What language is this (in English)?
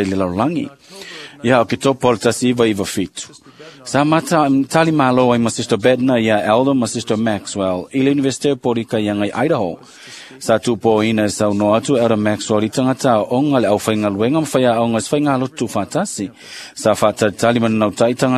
Samoan